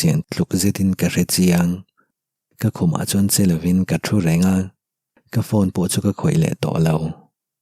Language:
Mizo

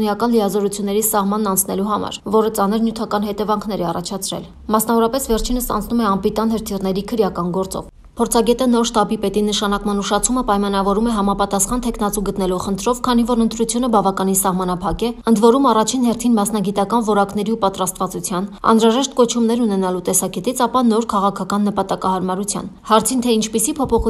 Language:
Armenian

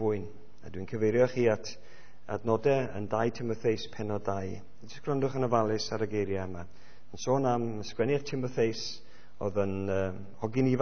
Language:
Welsh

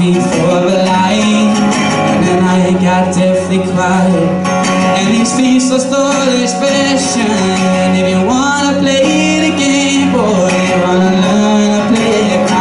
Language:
English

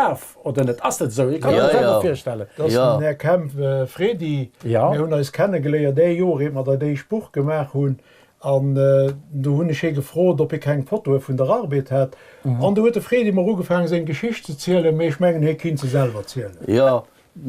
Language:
Luxembourgish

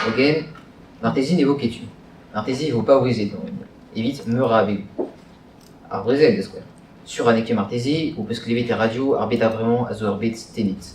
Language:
Breton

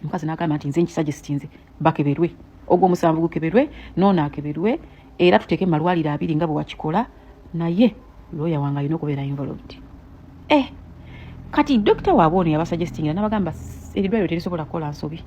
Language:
Ganda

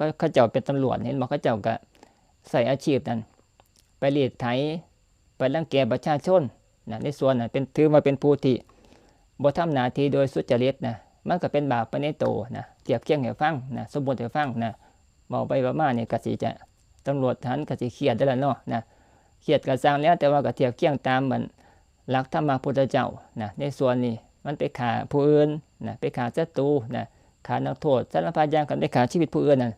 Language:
Northeastern Thai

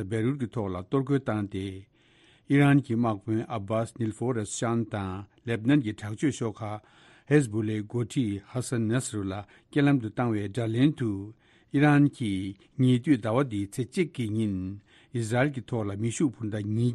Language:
Tibetan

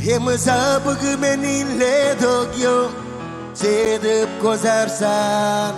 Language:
Marshallese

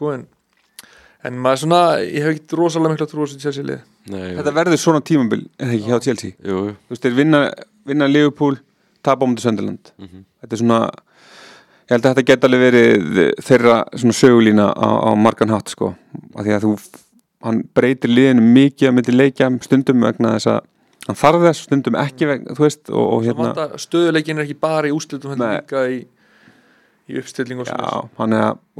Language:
Icelandic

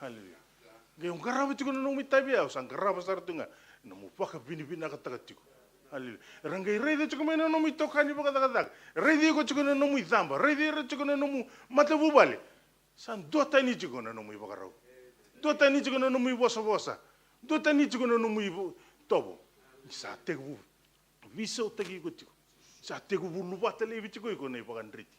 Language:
Fijian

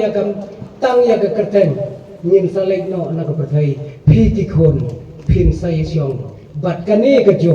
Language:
Khasi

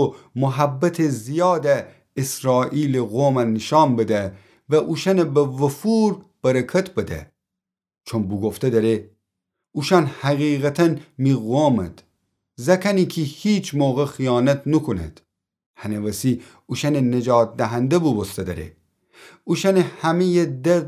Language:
Gilaki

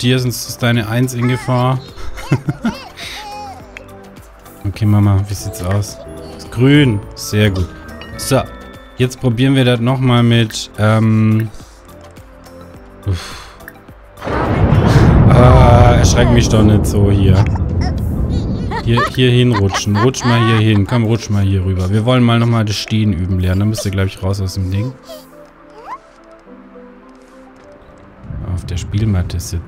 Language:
German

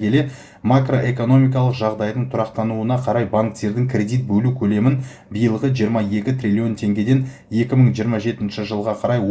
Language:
Kazakh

